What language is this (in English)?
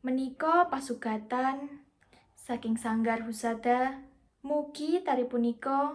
Javanese